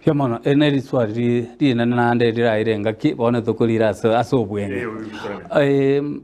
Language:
Gusii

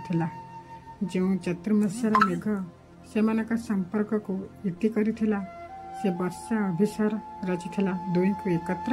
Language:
Odia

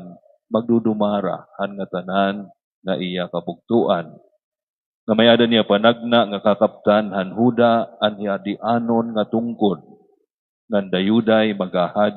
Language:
Waray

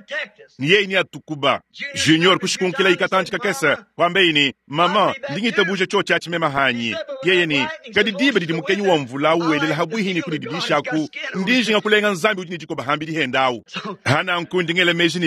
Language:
Luba-Lulua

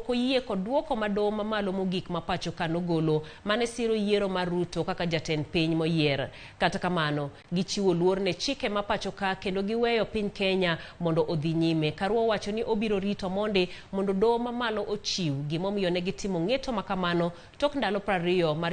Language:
Luo (Kenya and Tanzania)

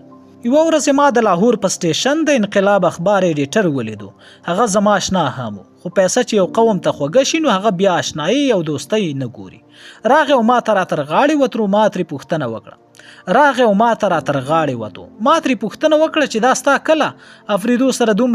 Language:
Pashto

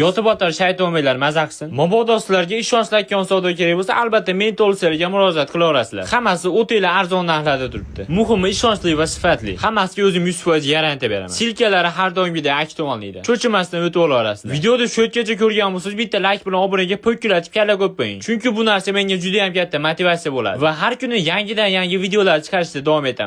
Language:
Uzbek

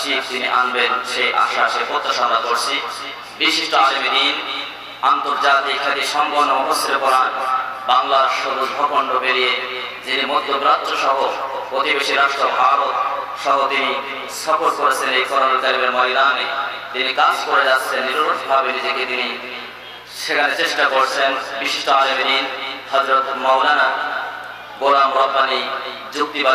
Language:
Bangla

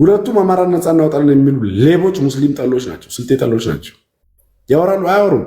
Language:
Amharic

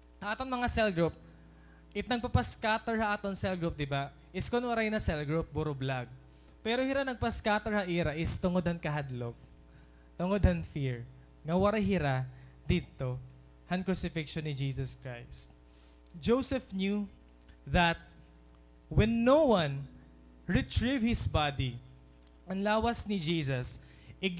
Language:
Waray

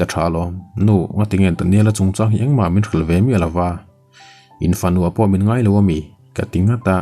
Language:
Mizo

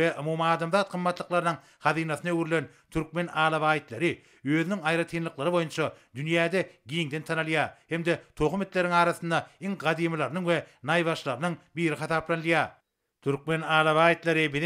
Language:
Turkmen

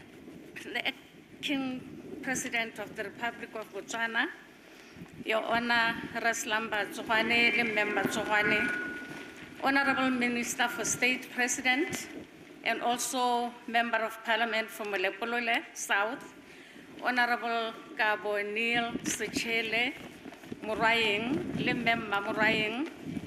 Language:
Tswana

